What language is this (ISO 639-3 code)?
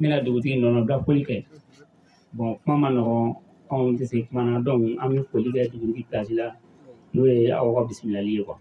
bam